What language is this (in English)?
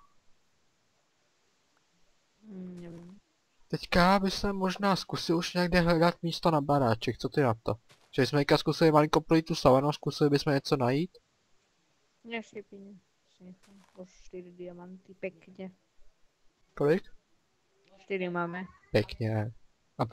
Czech